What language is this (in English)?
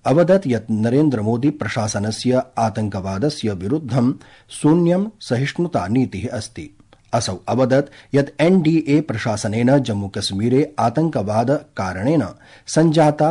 Sanskrit